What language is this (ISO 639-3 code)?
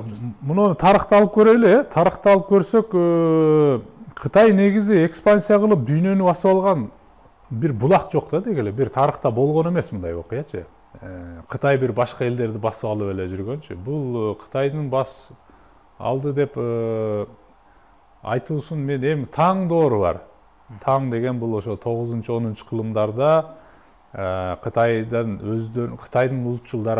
kir